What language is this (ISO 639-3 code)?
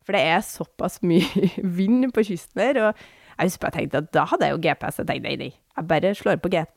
nor